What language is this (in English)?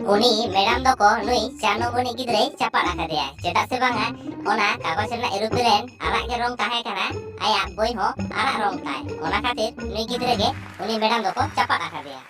Santali